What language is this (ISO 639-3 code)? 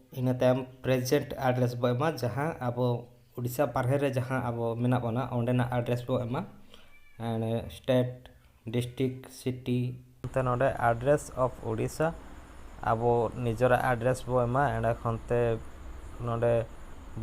sat